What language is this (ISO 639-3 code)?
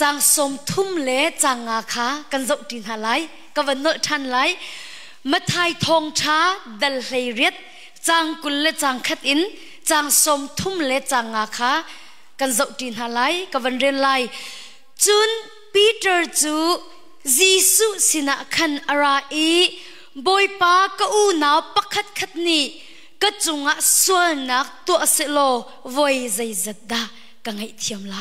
cnh